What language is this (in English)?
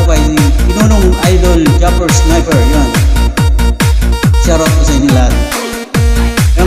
Filipino